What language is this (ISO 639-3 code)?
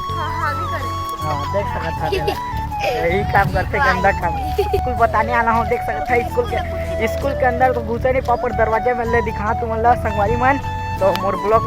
hne